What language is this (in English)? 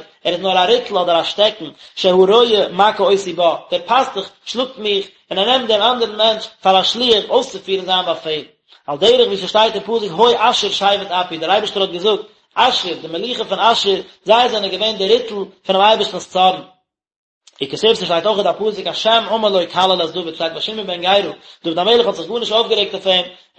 Yiddish